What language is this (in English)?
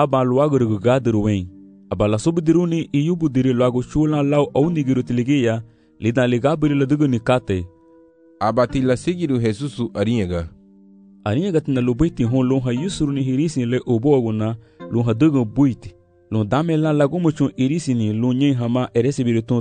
Garifuna